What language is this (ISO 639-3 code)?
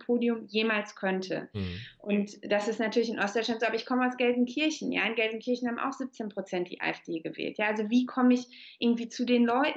deu